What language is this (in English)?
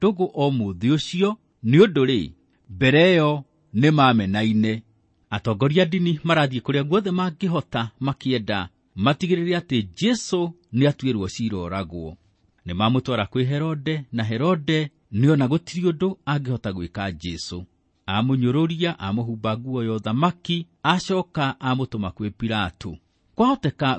Kikuyu